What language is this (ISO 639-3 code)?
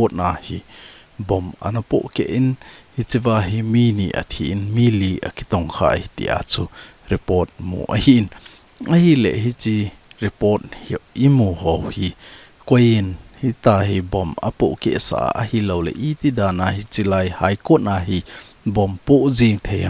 tcz